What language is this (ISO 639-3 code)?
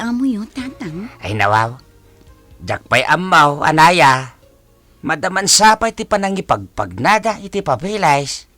ilo